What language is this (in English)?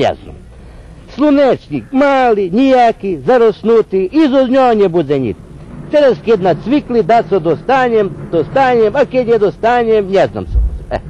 Rusyn